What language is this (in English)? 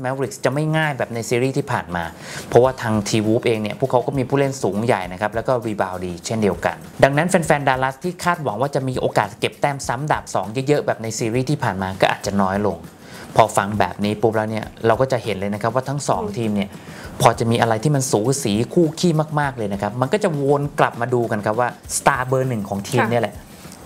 Thai